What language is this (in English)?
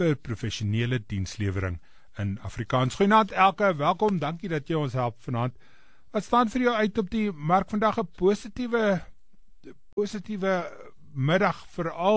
Afrikaans